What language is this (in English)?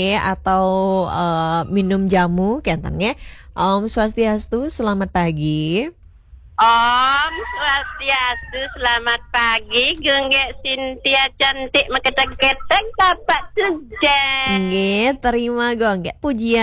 Balinese